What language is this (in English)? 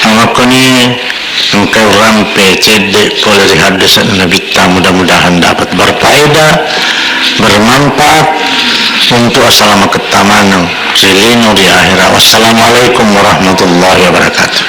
Buginese